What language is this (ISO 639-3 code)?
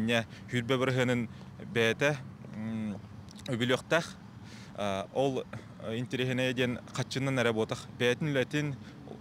sah